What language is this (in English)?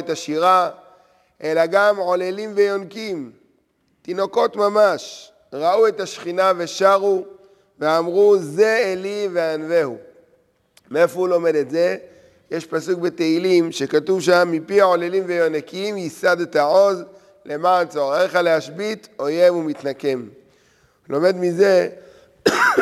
Hebrew